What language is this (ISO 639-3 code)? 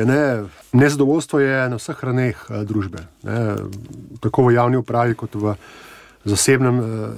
slv